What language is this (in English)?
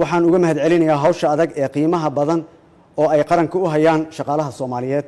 Somali